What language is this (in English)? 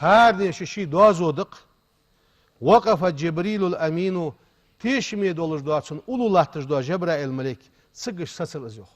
Ingush